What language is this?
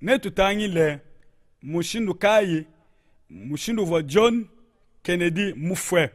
Luba-Lulua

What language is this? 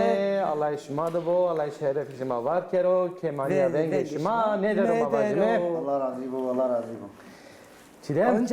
Zaza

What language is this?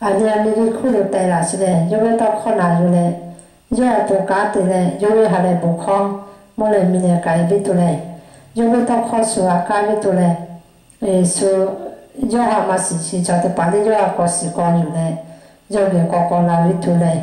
Lahu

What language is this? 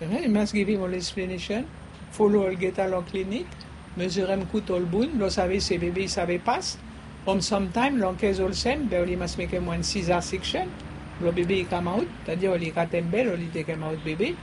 Bislama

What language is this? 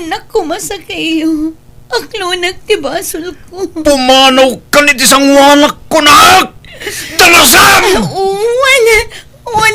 Iloko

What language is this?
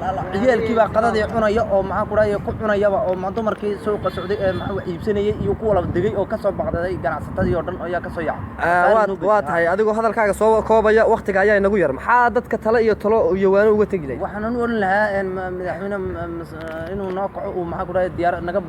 Somali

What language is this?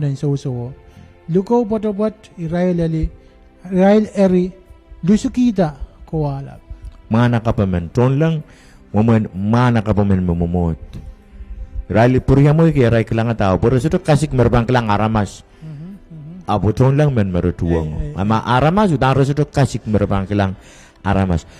Pohnpeian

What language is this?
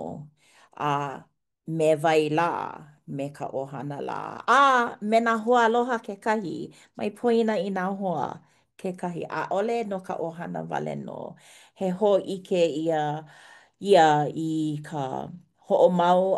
Hawaiian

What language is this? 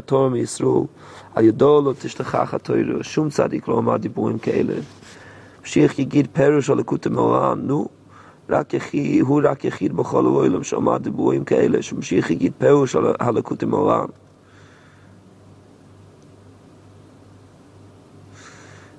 Hebrew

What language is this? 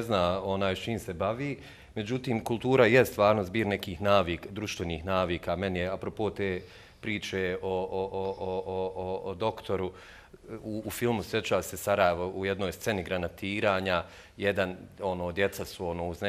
Bosnian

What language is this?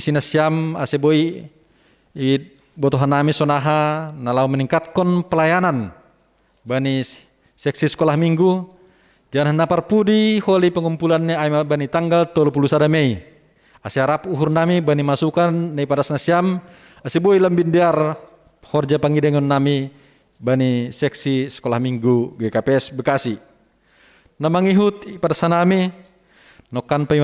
Batak Simalungun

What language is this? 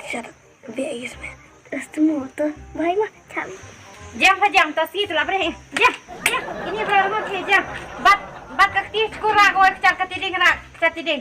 Khasi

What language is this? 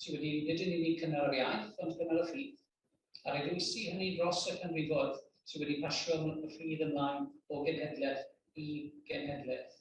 Welsh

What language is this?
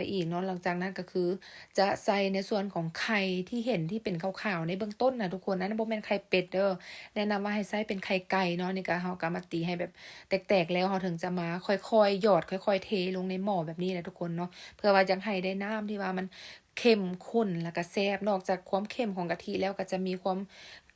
Lao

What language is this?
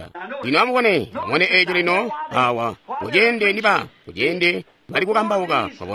Tonga (Zambia)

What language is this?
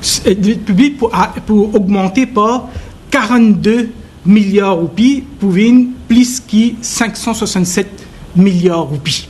Morisyen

